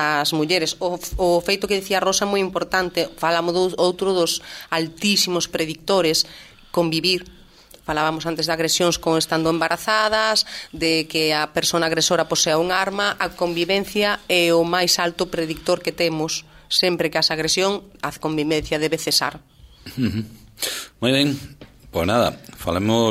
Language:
Galician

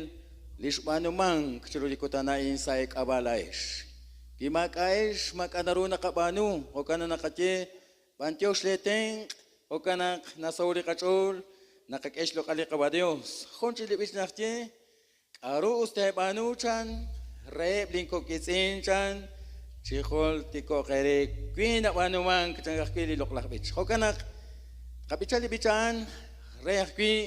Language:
Kekchí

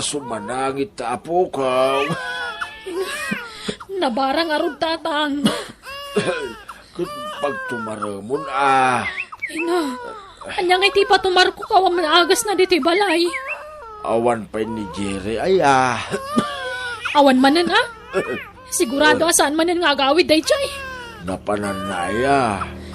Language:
Iloko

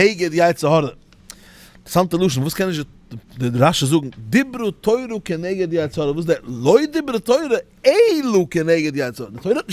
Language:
Yiddish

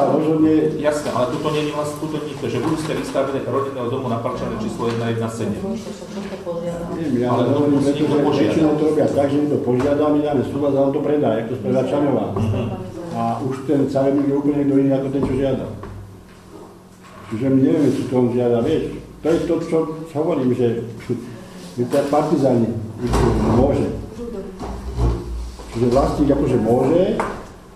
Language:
Slovak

